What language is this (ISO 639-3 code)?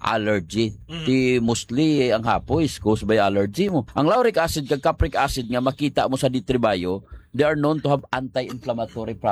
hil